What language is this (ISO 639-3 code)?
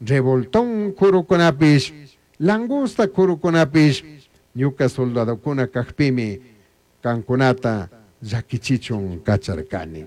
qug